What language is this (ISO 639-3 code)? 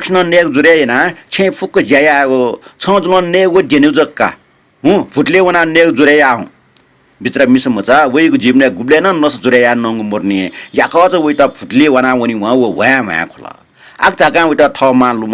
new